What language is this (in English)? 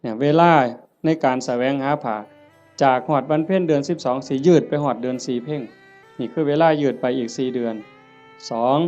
Northeastern Thai